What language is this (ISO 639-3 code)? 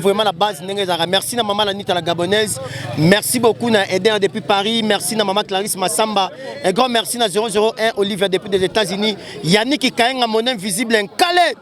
lin